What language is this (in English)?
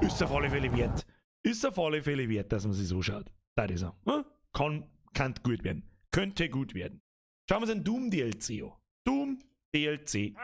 Bavarian